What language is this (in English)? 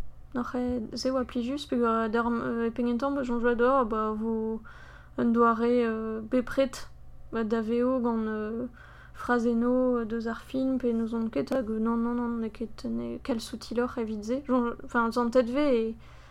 Breton